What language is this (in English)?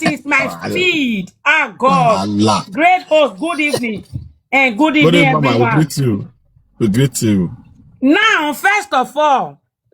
Nigerian Pidgin